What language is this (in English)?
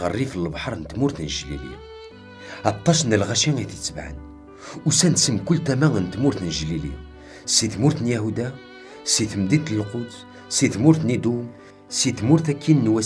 Kabyle